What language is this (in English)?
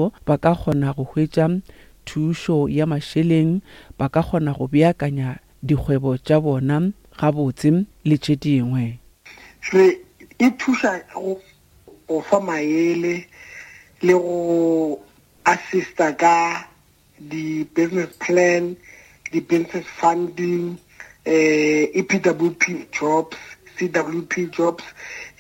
Northern Sotho